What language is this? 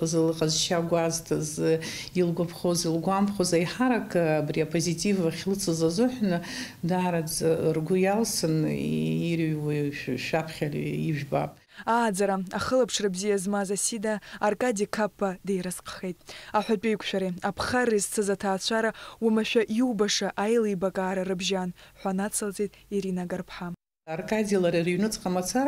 Abkhazian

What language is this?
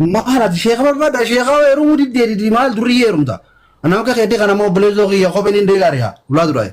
Oromo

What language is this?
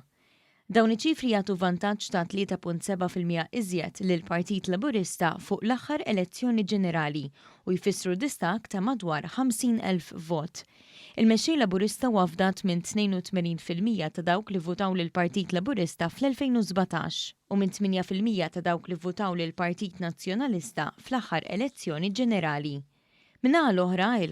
Maltese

